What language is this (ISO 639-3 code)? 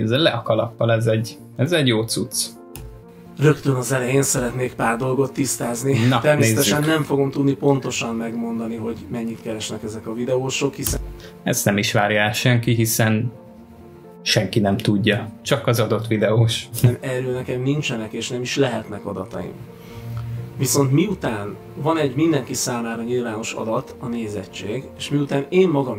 hun